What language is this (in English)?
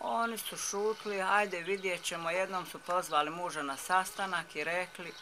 Bosnian